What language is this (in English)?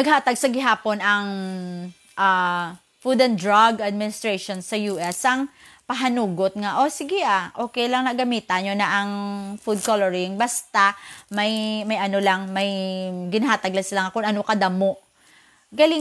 Hiligaynon